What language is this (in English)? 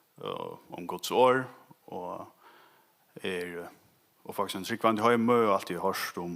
Faroese